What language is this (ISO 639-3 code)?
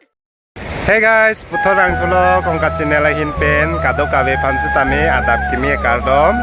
mjw